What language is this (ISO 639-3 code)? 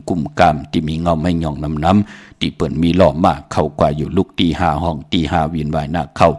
shn